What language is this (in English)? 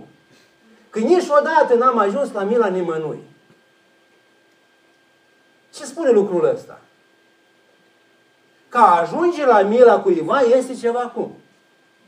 Romanian